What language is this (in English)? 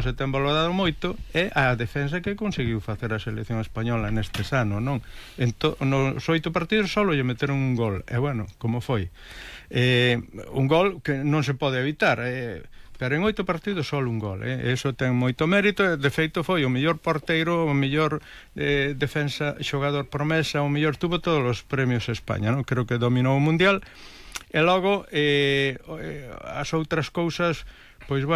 Galician